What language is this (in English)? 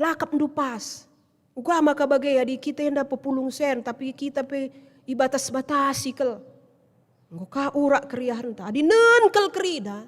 Batak Karo